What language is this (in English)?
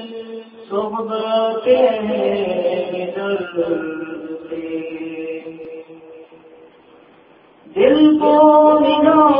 Urdu